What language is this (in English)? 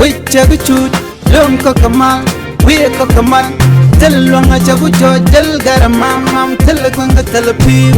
Nuer